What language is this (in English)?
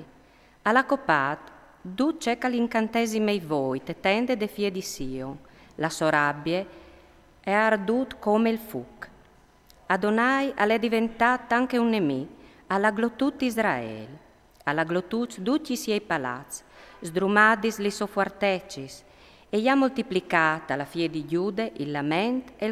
Friulian